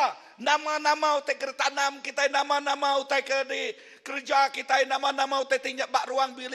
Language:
Iban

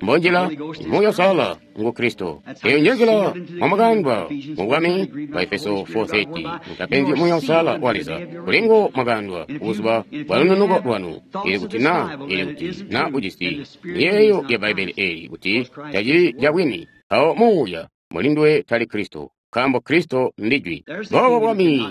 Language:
Tonga (Zambia)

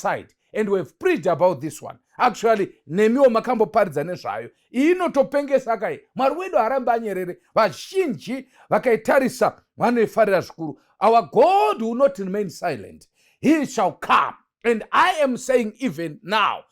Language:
Shona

